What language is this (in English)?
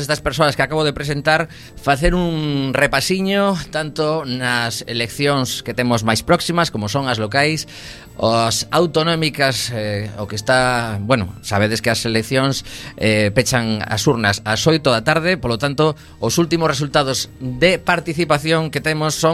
Galician